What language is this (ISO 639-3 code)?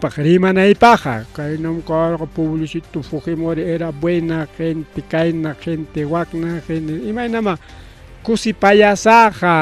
quy